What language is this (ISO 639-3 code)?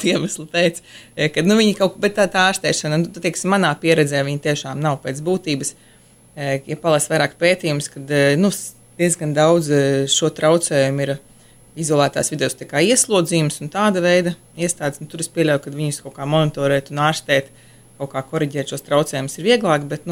lav